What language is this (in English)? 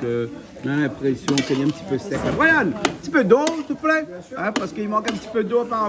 Réunion Creole French